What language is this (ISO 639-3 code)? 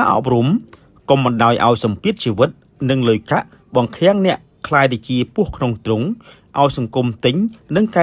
khm